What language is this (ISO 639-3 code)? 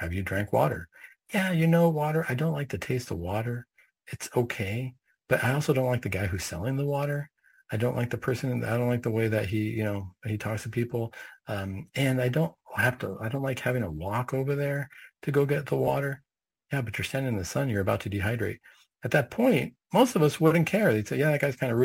eng